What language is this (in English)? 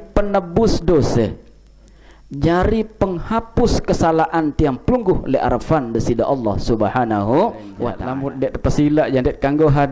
Sasak